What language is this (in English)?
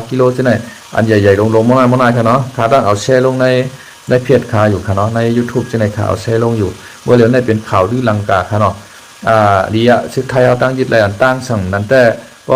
Shan